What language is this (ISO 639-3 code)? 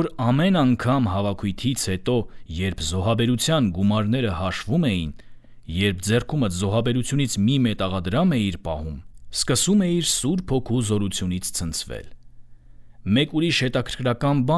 hye